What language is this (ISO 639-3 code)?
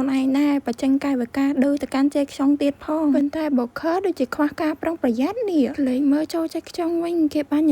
khm